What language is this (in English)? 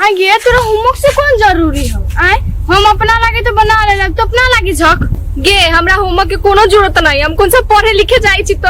Maithili